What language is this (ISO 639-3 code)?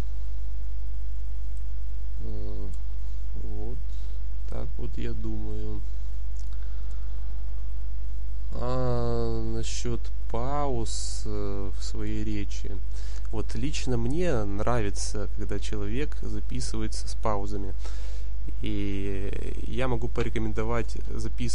rus